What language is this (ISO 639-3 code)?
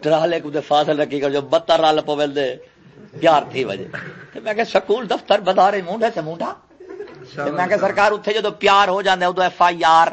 skr